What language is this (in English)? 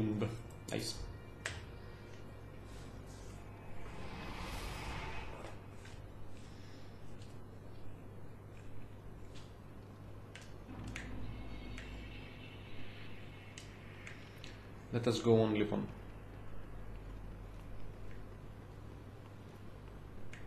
Greek